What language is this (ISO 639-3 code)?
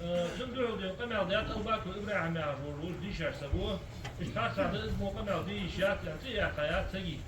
inh